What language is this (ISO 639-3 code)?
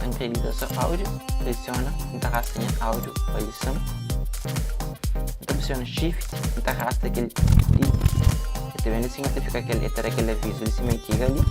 kea